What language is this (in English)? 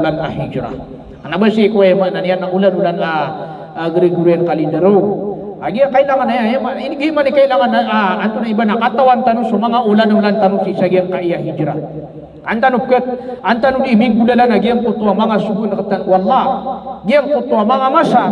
Maranao